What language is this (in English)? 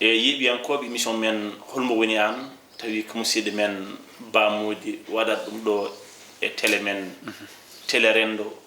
Fula